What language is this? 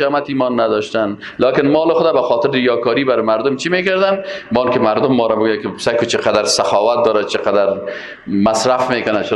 Persian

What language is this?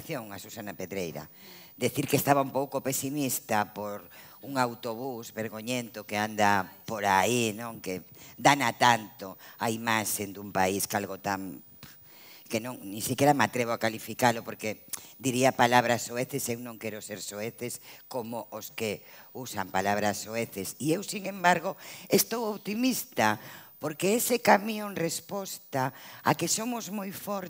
Galician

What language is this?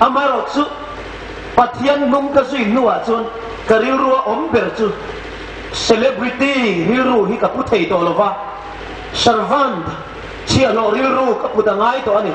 Hmar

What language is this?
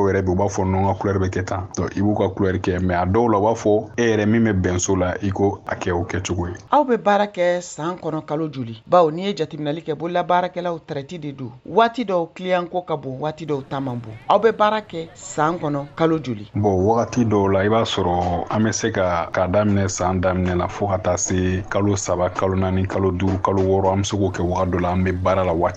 Bambara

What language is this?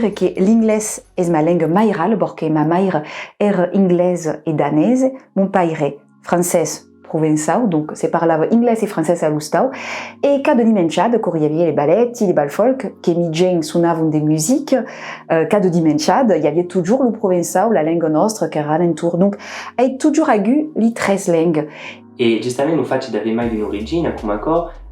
Occitan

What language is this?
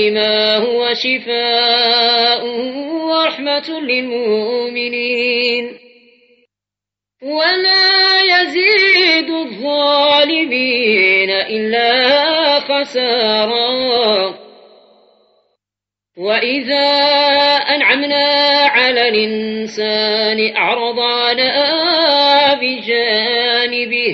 Arabic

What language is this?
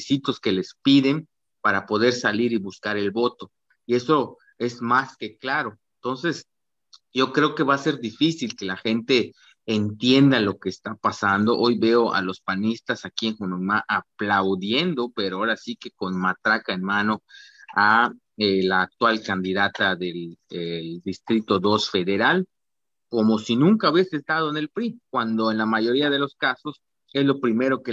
Spanish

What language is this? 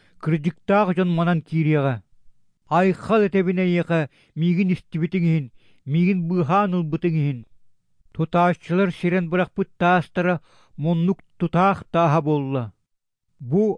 Yakut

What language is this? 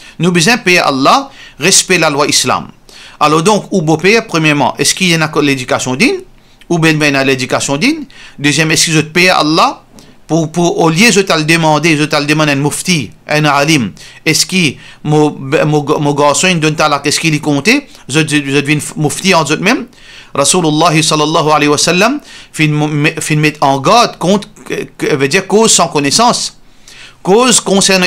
Morisyen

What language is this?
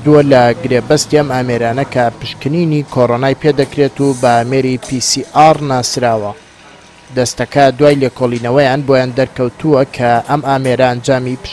Central Kurdish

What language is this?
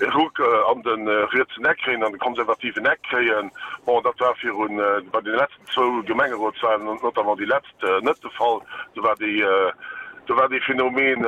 Luxembourgish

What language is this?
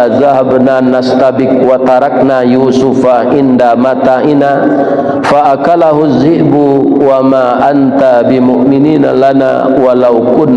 Minangkabau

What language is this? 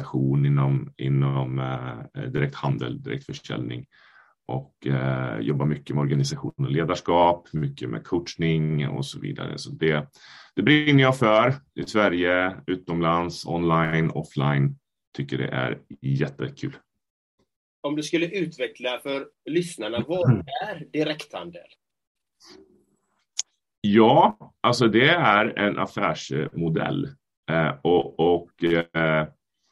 Swedish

